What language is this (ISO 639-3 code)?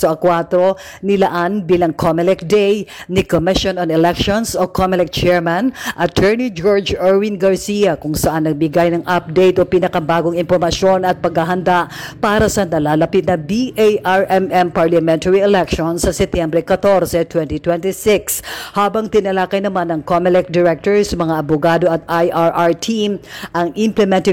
fil